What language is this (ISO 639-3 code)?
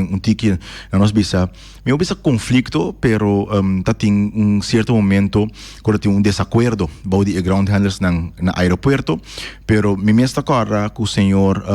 pap